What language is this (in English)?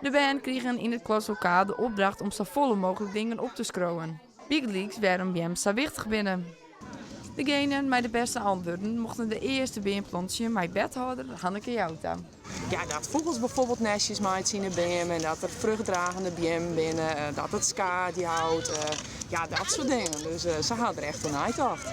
Western Frisian